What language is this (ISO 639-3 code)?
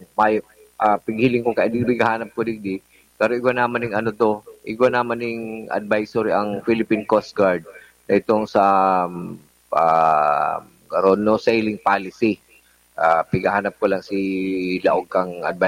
bik